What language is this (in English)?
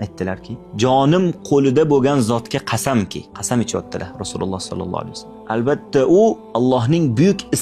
Uzbek